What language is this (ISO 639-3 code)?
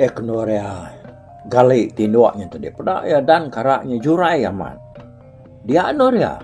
iba